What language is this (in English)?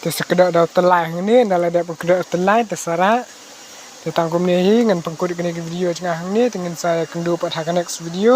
Khasi